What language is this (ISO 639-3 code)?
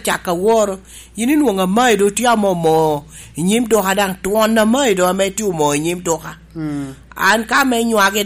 laj